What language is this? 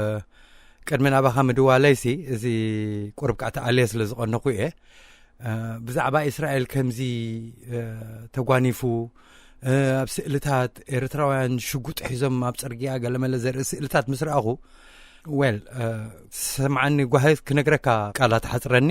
Tigrinya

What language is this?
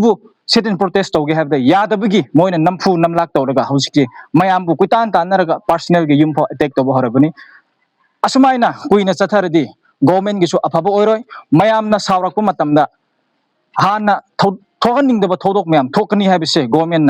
Manipuri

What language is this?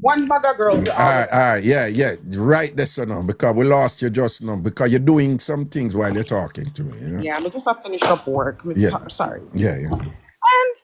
Jamaican Creole English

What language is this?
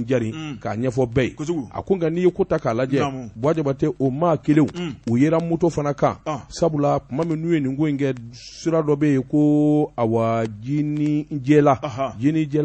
Bambara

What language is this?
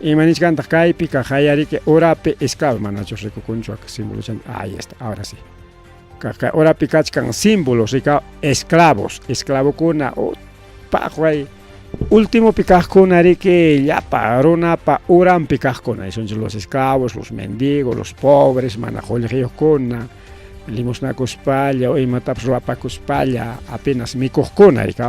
Ayacucho Quechua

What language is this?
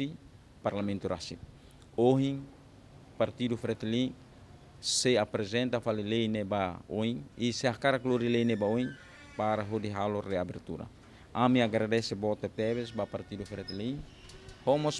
Tetum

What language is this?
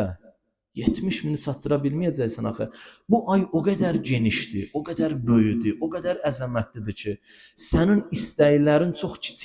Azerbaijani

